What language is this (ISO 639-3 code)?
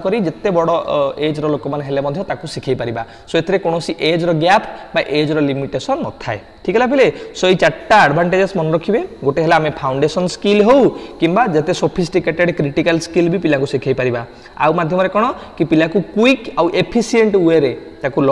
ori